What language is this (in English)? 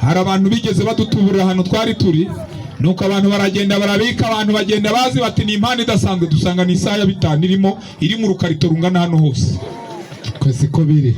Kinyarwanda